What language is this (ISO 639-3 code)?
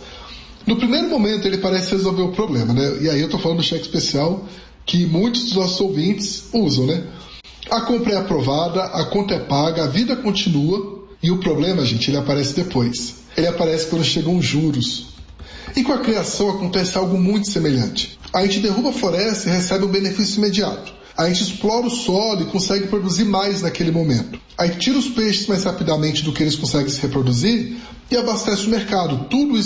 por